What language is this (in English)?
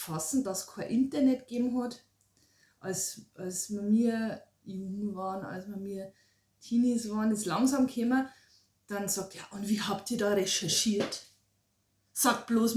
Bavarian